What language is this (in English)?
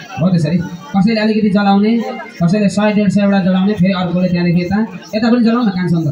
Nepali